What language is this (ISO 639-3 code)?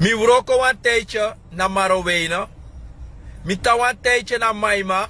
srn